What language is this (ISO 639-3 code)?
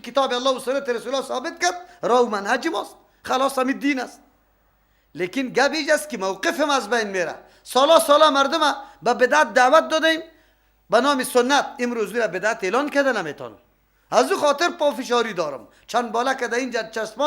fas